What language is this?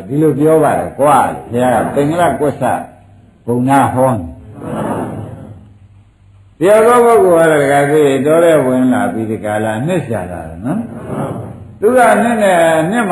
Burmese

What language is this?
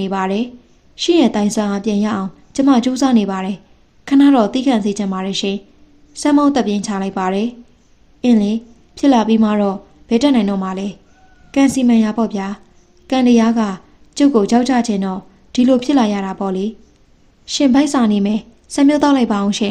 Burmese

